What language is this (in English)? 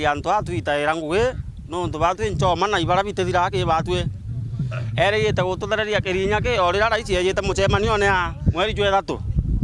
Meru